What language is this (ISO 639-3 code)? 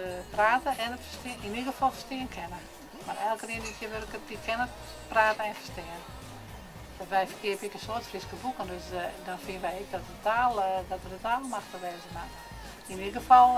fry